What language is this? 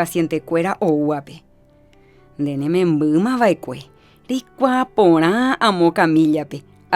Guarani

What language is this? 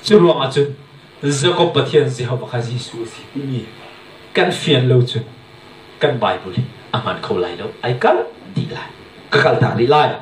Hakha Chin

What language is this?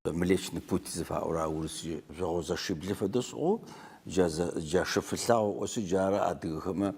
Adyghe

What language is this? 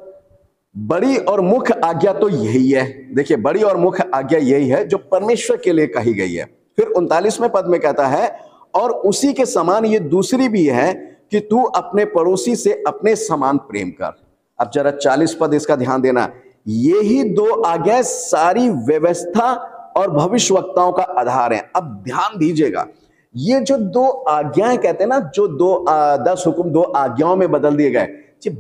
Hindi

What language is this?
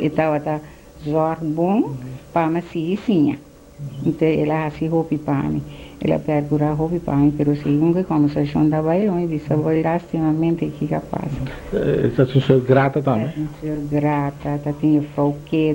Papiamento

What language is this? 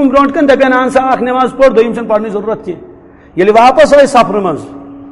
Kashmiri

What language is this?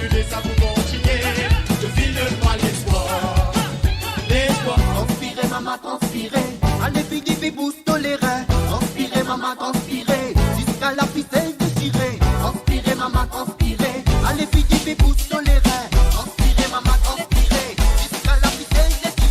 Morisyen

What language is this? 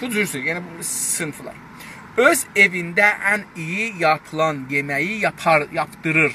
South Azerbaijani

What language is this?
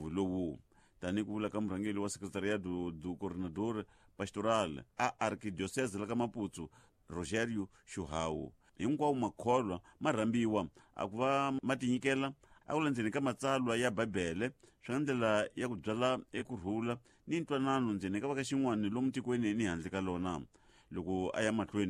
Tsonga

